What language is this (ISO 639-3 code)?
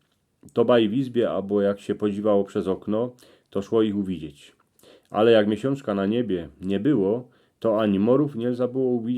szl